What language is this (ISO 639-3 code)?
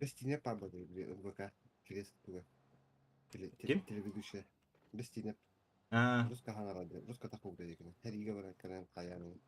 sah